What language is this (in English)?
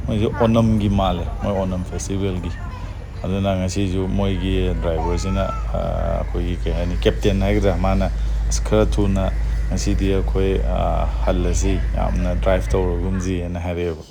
Manipuri